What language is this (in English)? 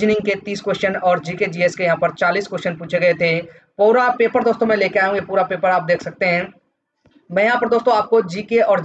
Hindi